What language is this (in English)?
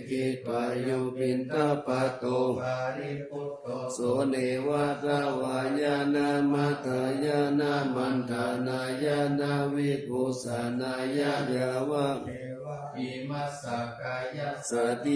Pali